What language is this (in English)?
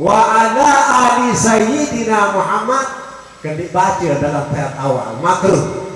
Sasak